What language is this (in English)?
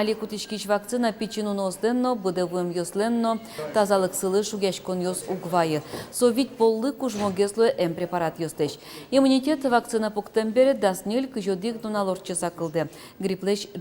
Udmurt